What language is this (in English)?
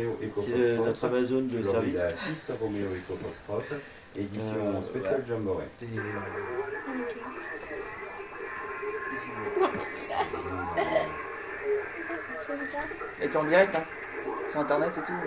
French